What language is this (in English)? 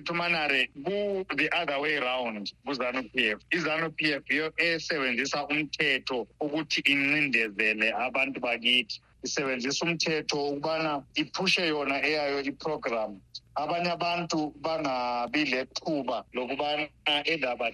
North Ndebele